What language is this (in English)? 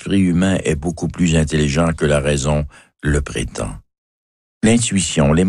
French